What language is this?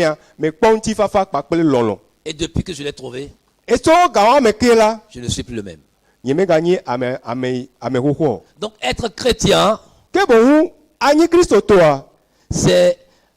Ewe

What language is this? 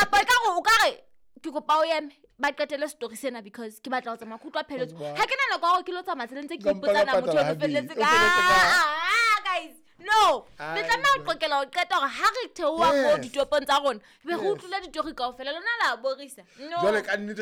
Southern Sotho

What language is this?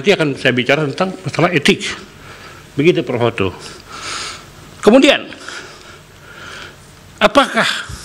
Indonesian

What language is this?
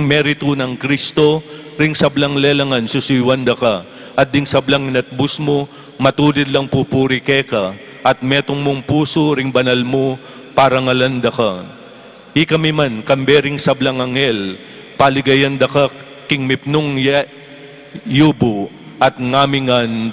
Pampanga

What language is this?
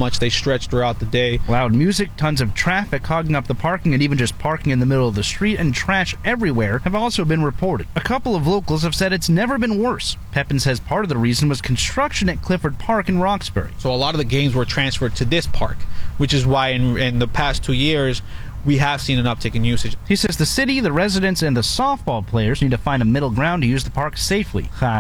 English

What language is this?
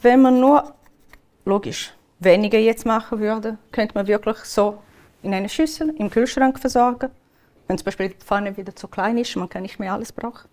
Swiss German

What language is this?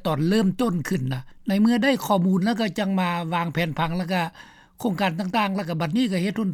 Lao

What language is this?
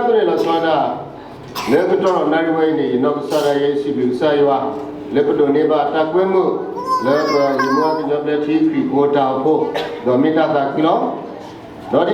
S'gaw Karen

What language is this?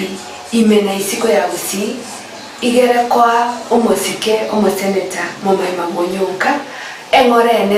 Gusii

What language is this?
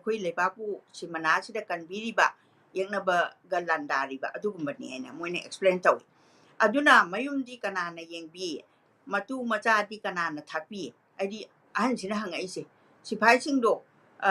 Manipuri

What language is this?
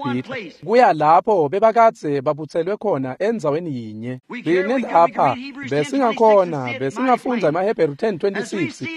Swati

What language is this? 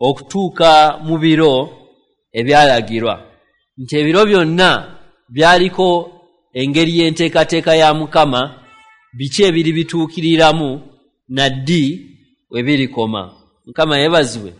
Ganda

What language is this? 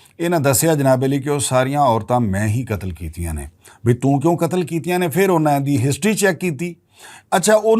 Western Panjabi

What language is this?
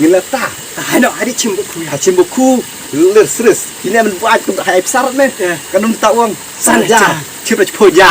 Khasi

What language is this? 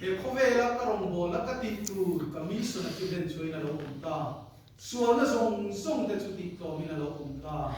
Mizo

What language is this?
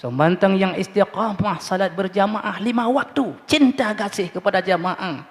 Achinese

